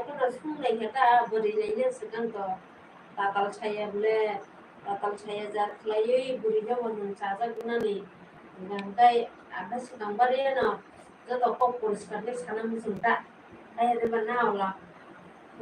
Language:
Kok Borok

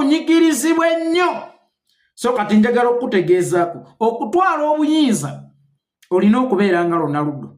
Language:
Ganda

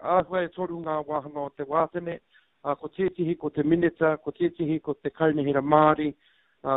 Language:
Māori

